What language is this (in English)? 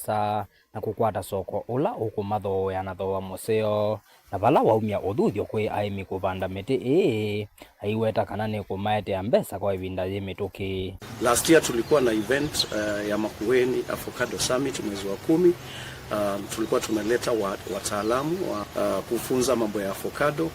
Kamba